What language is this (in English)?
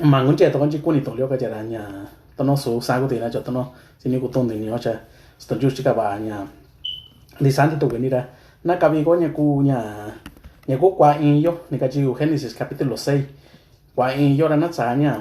Mixtepec Mixtec